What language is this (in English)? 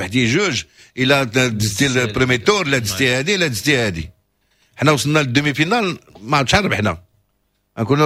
Moroccan Arabic